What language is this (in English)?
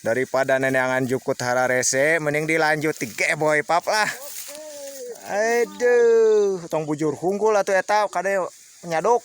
Sundanese